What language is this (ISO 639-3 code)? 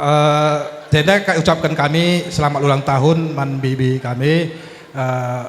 btx